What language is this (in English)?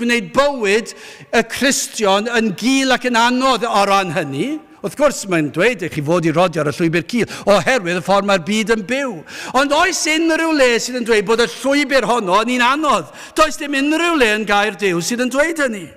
Welsh